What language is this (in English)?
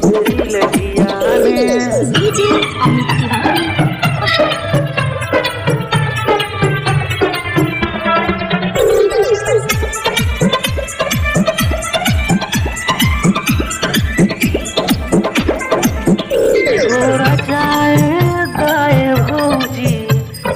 Bhojpuri